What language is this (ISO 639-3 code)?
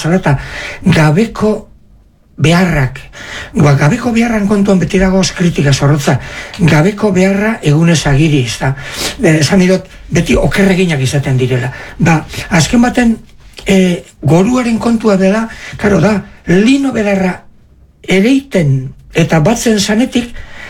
eus